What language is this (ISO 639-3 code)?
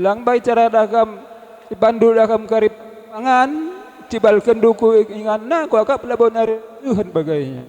btx